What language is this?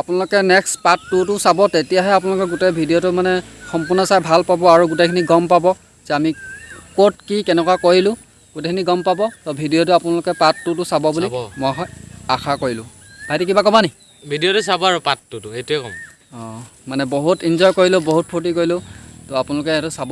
Assamese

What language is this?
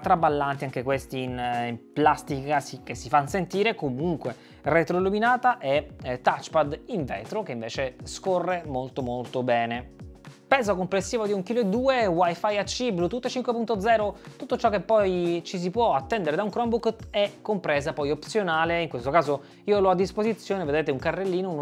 Italian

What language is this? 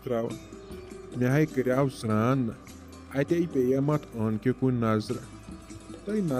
Kashmiri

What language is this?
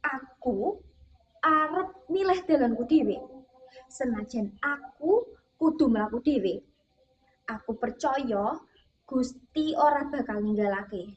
Javanese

